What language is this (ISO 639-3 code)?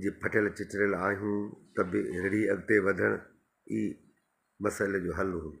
snd